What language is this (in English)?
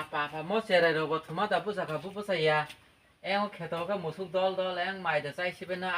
Kok Borok